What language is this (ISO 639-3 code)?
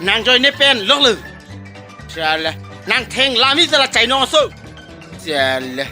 mjw